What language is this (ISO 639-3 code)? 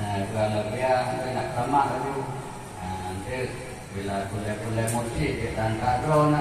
ace